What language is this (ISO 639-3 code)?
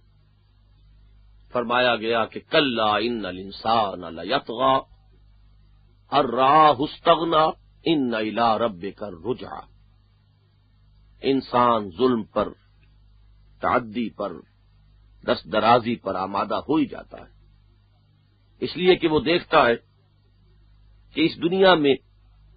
urd